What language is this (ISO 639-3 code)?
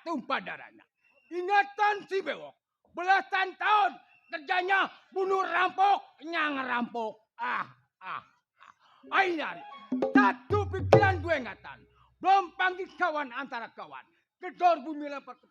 bew